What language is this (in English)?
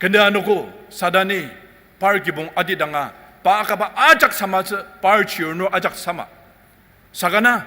Ao Naga